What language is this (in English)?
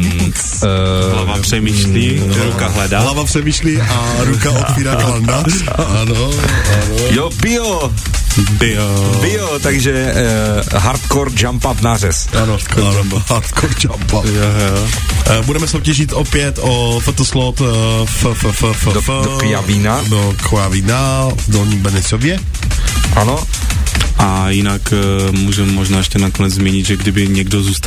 Czech